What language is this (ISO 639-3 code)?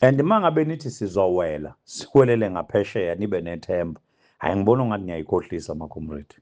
zul